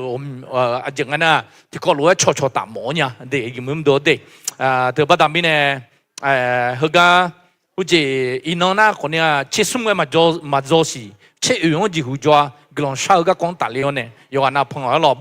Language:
Akha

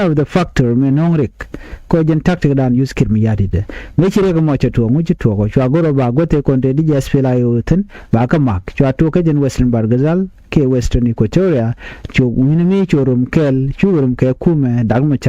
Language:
Nuer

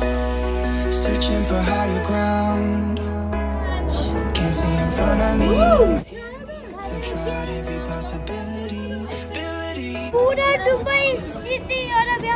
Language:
Hindi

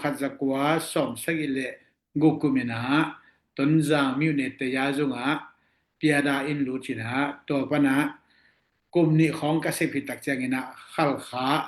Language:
Tedim Chin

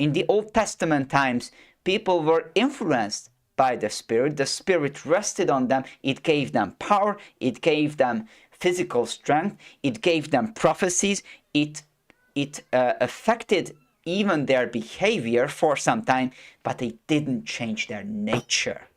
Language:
English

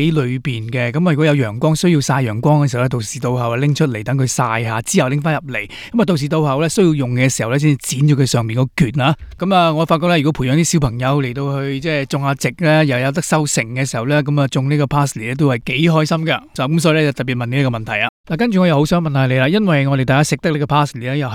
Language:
Cantonese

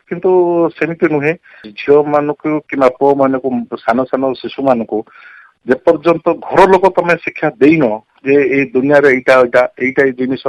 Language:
Odia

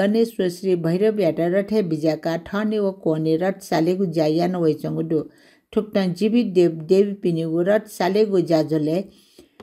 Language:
Newari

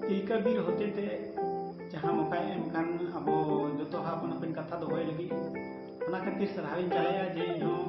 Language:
Santali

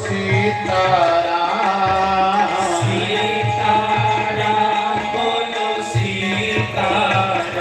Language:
Dogri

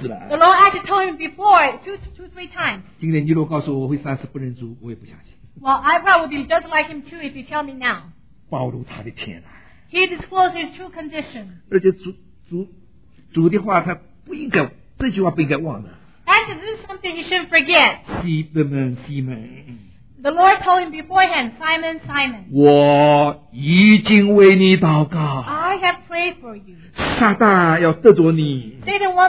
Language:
Chinese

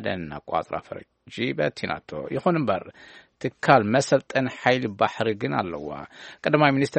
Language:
Tigrinya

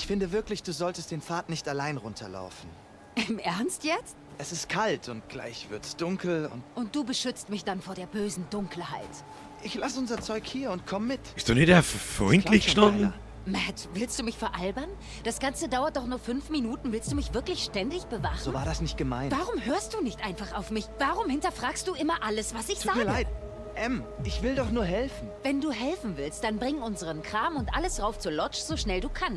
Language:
Bavarian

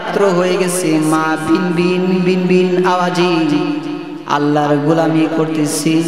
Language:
Bangla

